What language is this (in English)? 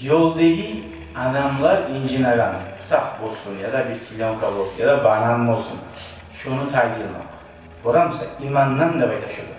Kumyk